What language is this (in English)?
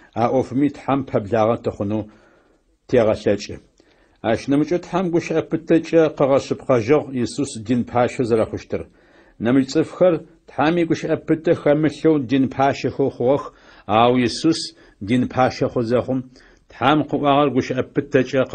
Adyghe